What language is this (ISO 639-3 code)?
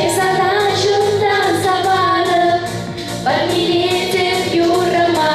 chv